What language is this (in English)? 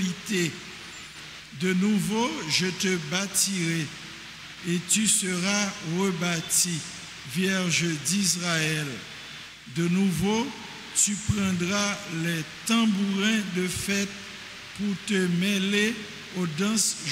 French